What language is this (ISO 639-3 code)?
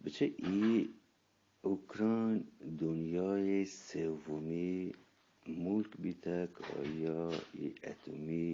bgp